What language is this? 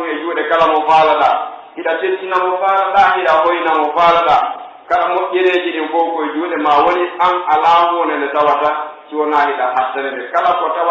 Pular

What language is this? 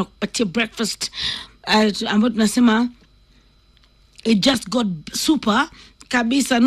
Swahili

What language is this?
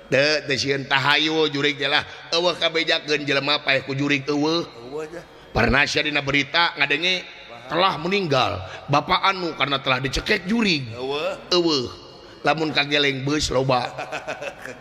Sundanese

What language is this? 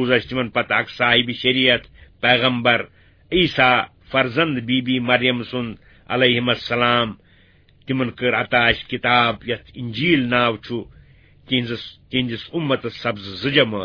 Kashmiri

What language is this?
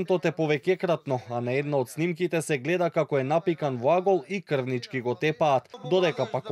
Macedonian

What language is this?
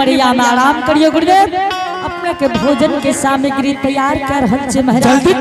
Angika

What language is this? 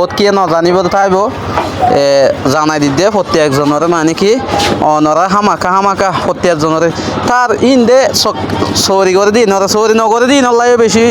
Rohingya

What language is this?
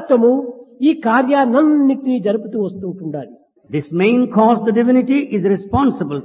Telugu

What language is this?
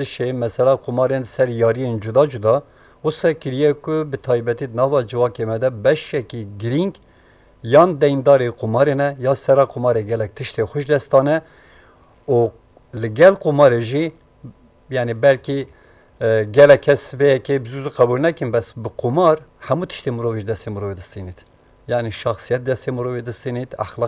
Kurdish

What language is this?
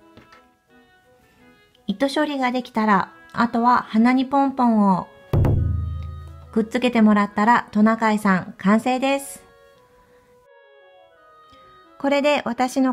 Japanese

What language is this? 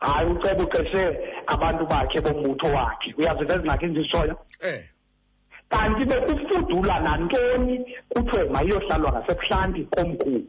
Xhosa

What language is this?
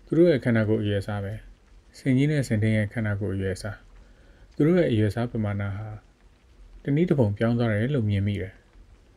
Burmese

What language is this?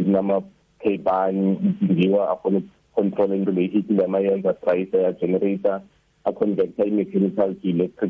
South Ndebele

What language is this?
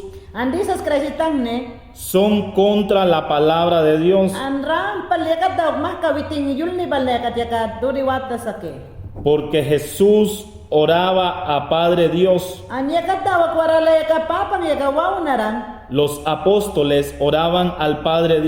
Mayangna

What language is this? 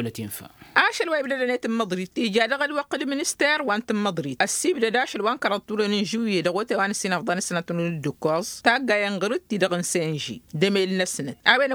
Tamasheq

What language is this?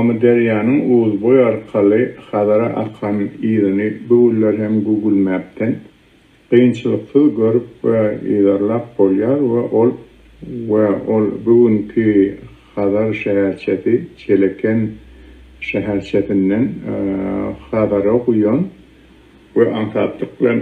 Turkmen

